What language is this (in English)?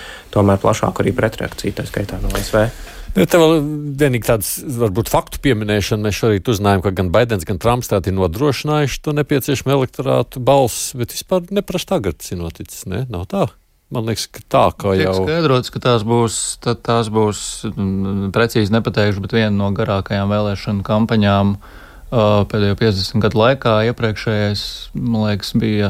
Latvian